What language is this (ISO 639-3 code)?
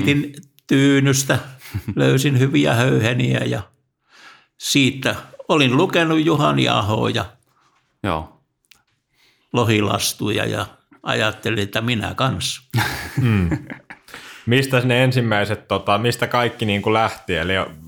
fin